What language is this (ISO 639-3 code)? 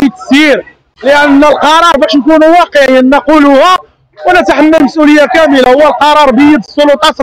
ary